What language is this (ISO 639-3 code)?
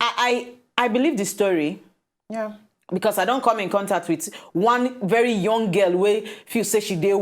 pcm